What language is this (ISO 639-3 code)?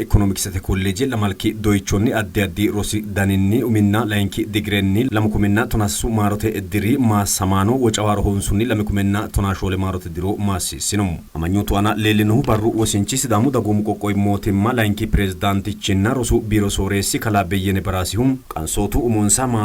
sid